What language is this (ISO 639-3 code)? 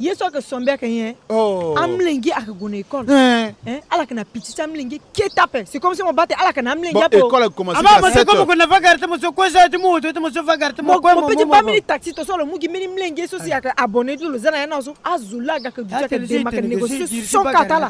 sag